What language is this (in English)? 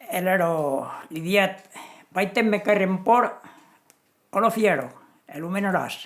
Occitan